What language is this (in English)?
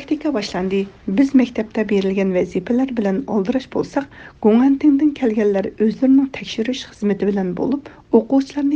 Uyghur